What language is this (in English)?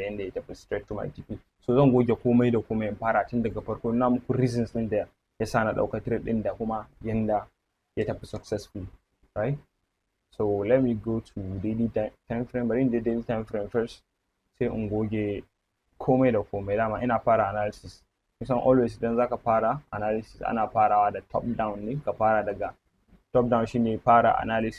Hausa